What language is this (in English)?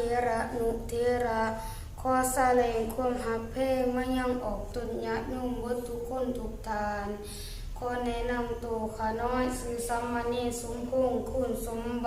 Lao